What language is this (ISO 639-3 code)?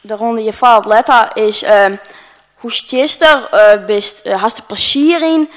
fry